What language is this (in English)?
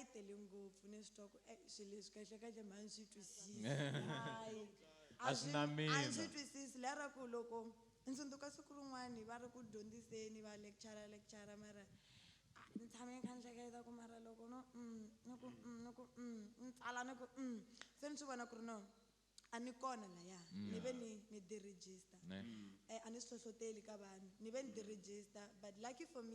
Tsonga